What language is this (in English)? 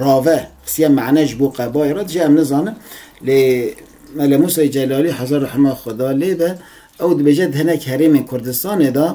Kurdish